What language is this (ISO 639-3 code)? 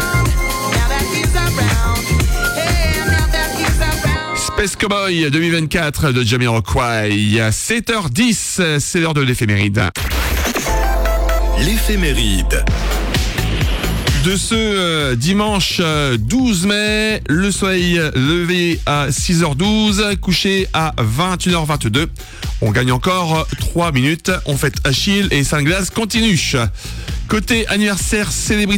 fra